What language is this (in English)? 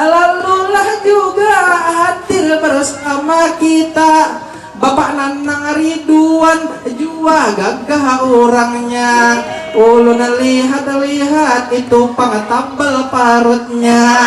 Banjar